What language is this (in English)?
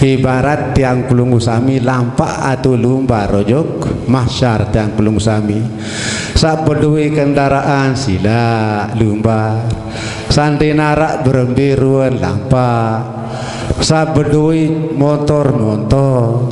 Sasak